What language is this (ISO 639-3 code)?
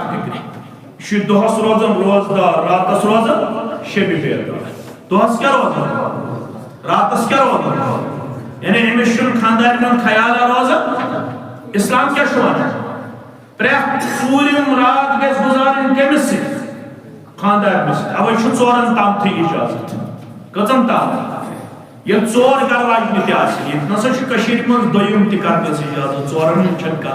kas